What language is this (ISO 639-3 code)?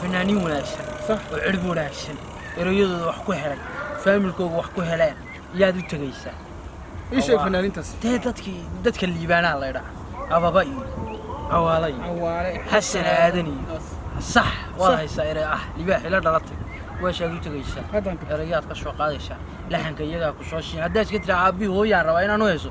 som